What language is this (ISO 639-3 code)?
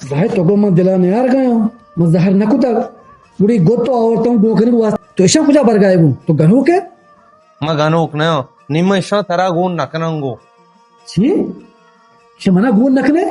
bal